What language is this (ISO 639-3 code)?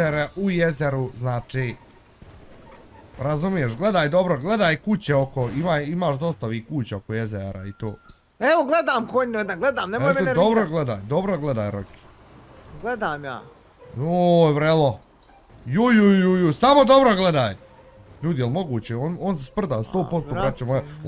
bos